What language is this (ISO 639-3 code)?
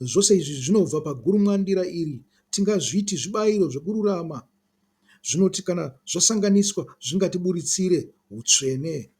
sna